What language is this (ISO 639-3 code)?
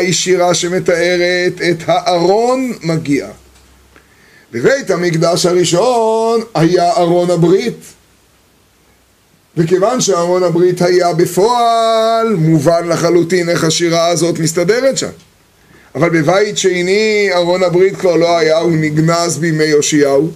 heb